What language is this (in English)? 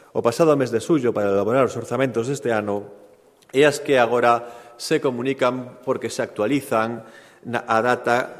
Galician